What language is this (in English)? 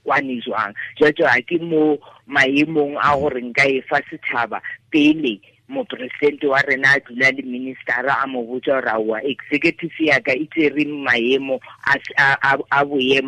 Tswana